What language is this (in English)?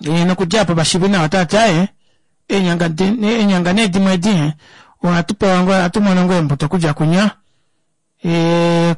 Kuanyama